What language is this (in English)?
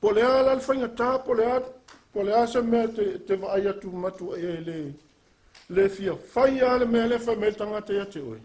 Samoan